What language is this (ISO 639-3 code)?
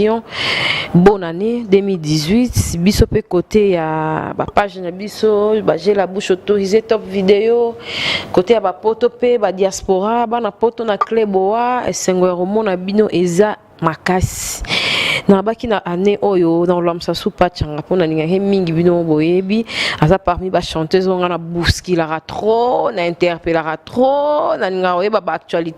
lin